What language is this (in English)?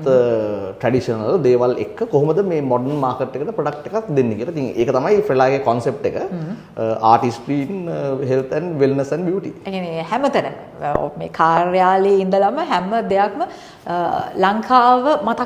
Sinhala